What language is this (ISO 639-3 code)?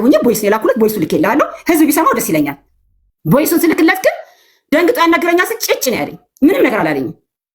amh